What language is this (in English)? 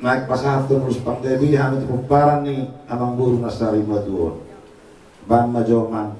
Batak Toba